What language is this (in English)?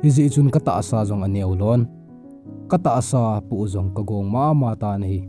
Thado Chin